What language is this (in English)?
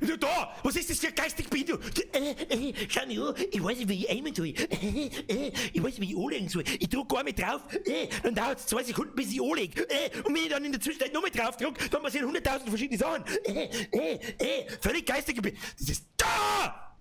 Bavarian